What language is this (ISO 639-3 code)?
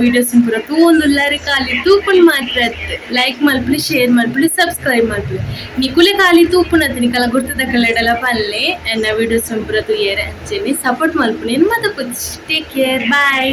tcy